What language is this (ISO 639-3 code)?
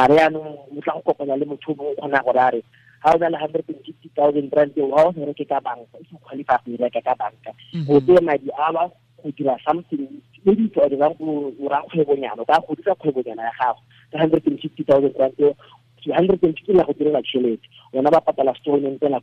tsn